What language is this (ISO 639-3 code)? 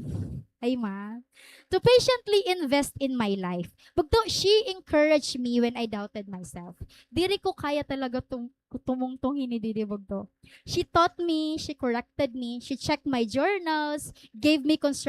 war